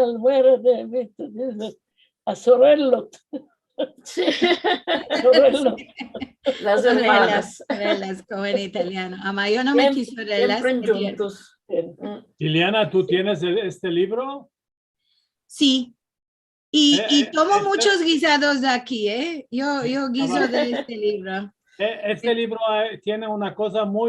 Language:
Ladino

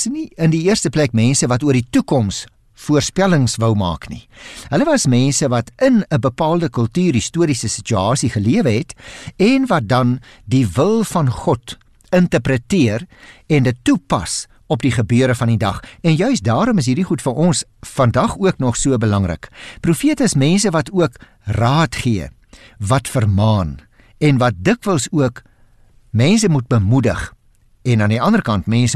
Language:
Afrikaans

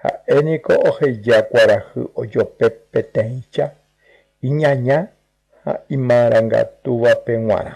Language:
Guarani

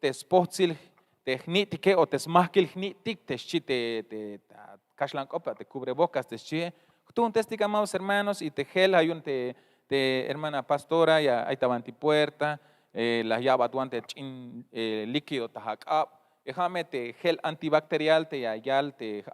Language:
Tzeltal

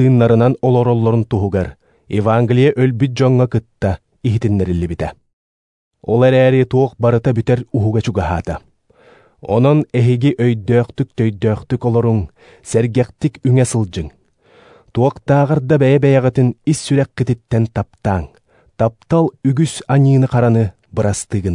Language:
Yakut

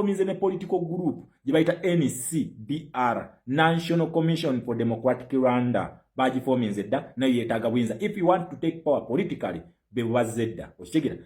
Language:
Ganda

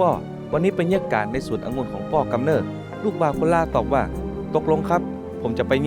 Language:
Northern Thai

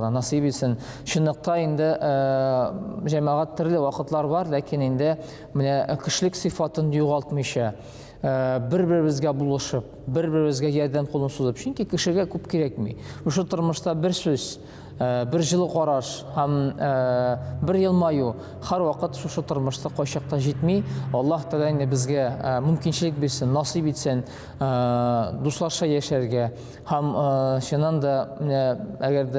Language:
Tatar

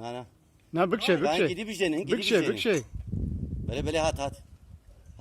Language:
Kurdish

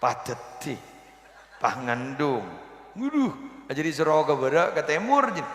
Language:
Madurese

